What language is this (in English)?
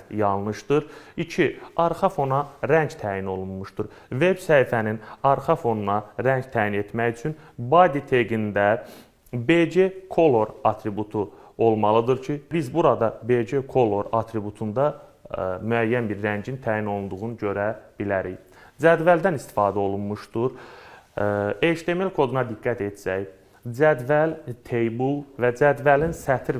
Azerbaijani